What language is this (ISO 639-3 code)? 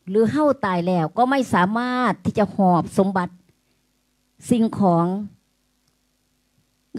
tha